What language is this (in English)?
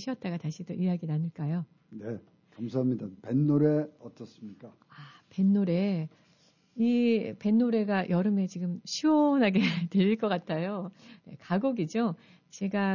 Korean